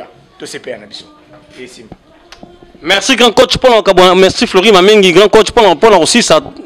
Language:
Lingala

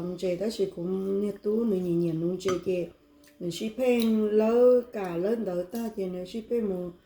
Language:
Hmong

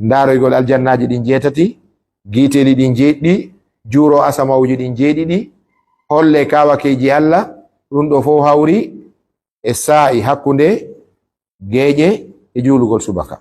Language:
Pular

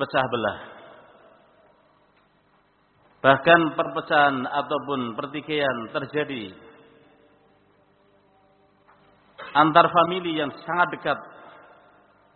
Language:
Indonesian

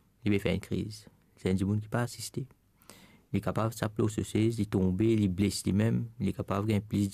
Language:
Morisyen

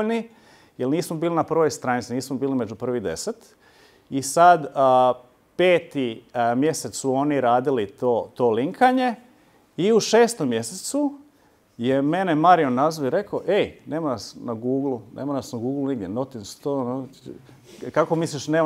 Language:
Croatian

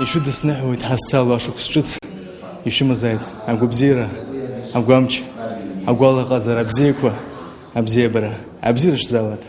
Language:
Abkhazian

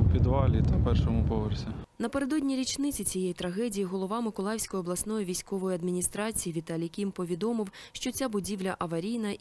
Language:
Ukrainian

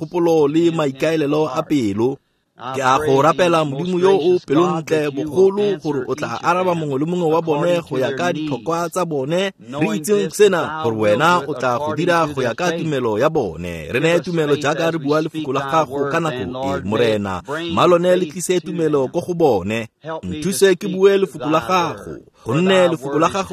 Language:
Tswana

